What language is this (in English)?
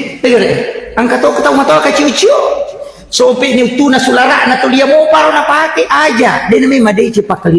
Buginese